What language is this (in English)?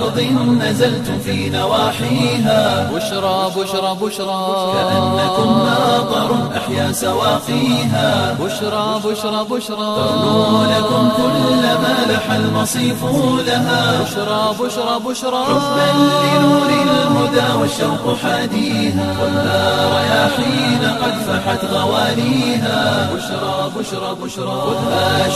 Somali